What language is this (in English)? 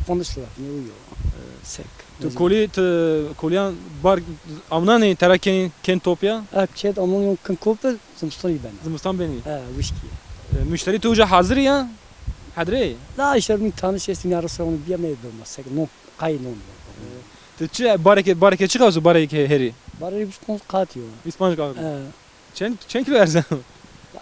Zaza